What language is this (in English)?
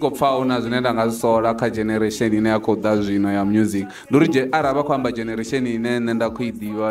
Venda